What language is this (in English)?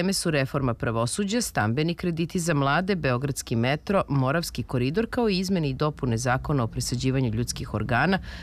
Serbian